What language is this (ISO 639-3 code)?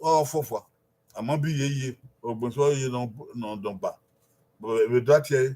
bin